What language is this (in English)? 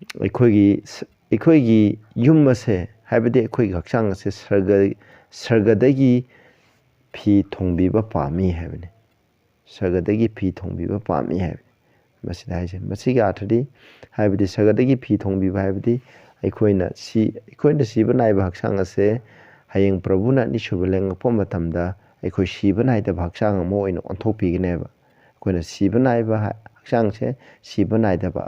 Manipuri